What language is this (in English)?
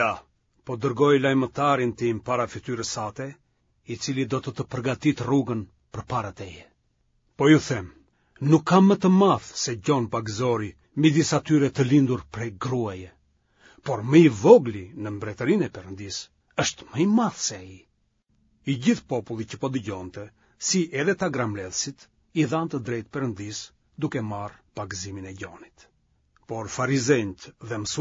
Albanian